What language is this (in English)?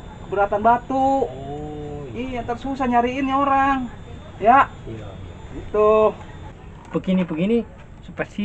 Betawi